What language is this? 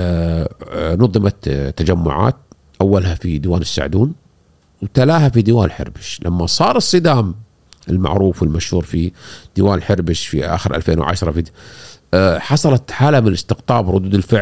Gulf Arabic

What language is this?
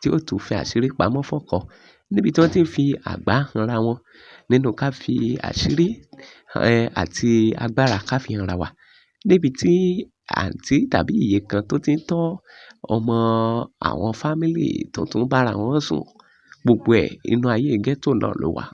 Yoruba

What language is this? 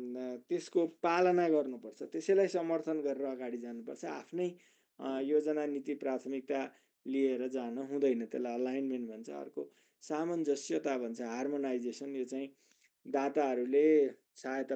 Nepali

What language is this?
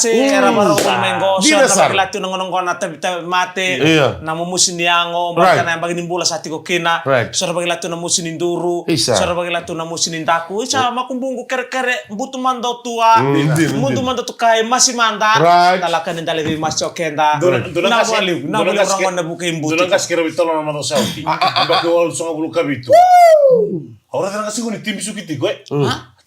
Fijian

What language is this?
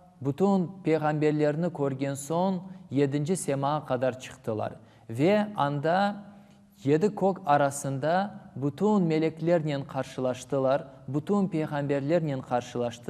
Crimean Tatar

